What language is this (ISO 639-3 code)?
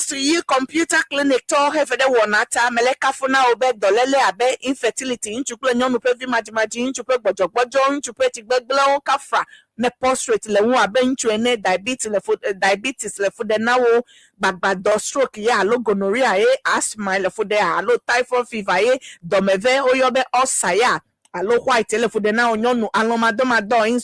ewe